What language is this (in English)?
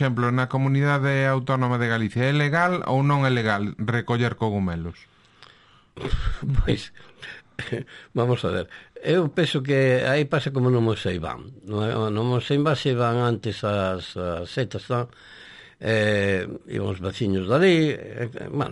Galician